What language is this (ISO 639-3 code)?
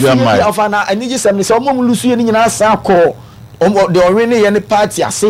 aka